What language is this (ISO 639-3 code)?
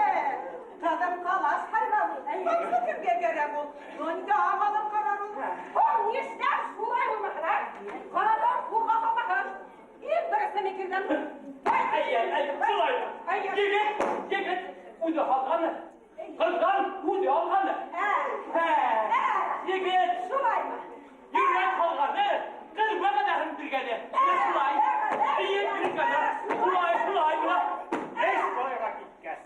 bak